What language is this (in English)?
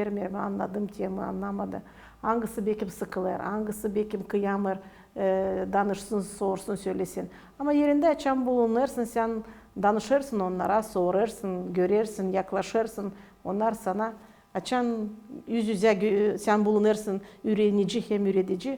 Gagauz